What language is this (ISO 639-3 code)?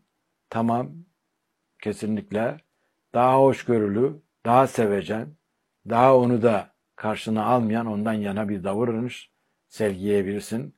tur